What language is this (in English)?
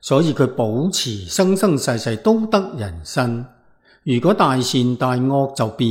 Cantonese